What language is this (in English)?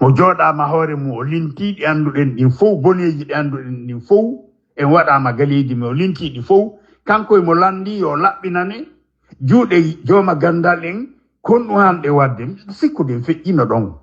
Fula